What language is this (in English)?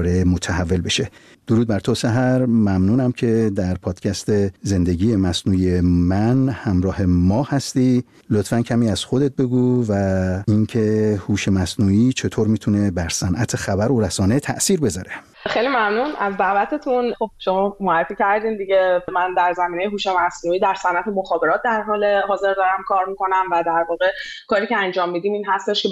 Persian